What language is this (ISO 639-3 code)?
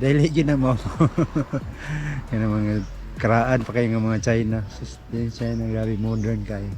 ceb